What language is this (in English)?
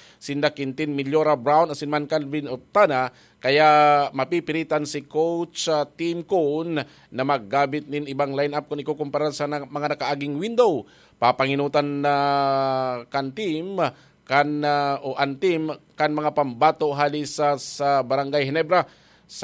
Bikol